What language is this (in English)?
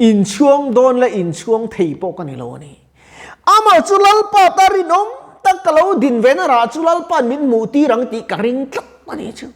Mizo